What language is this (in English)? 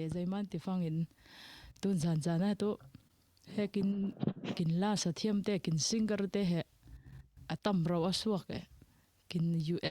Falam Chin